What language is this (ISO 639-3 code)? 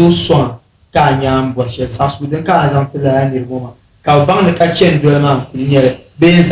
dag